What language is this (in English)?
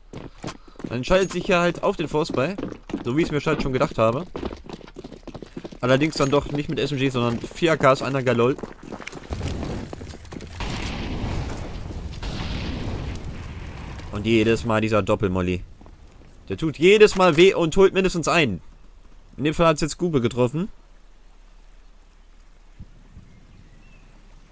German